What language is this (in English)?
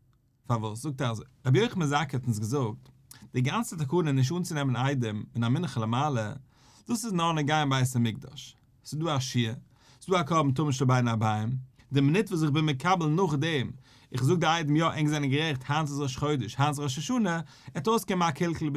Yiddish